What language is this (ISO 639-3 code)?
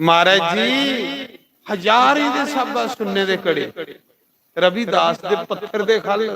doi